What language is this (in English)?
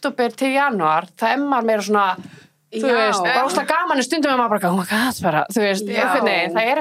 Icelandic